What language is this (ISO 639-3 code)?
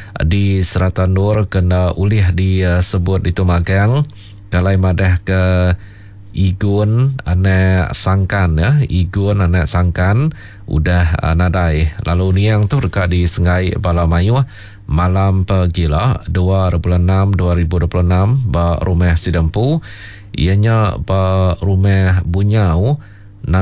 iba